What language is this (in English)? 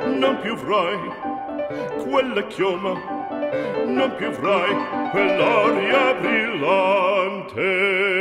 Italian